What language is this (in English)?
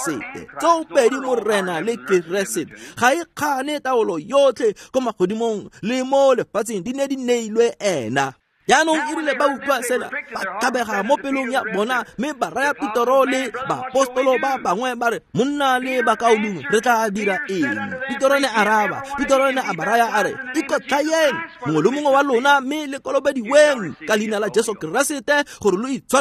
Tswana